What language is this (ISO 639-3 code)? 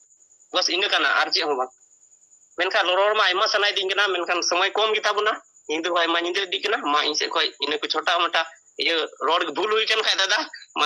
sat